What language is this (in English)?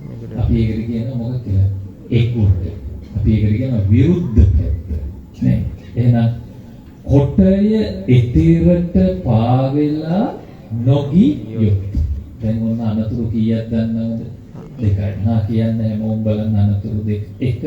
Sinhala